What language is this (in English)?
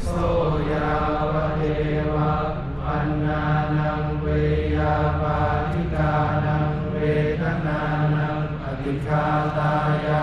Pali